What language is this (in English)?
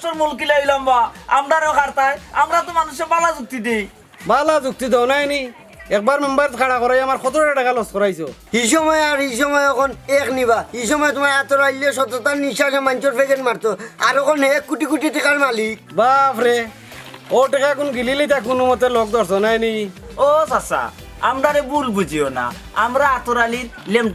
Sylheti